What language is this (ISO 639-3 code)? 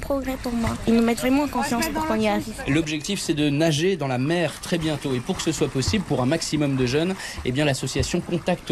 fra